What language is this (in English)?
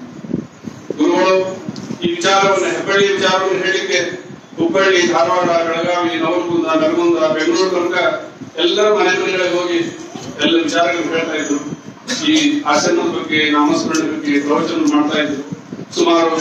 Kannada